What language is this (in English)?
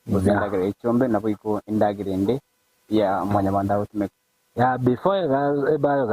Gusii